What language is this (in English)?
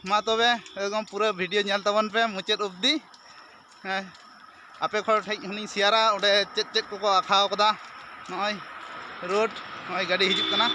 Santali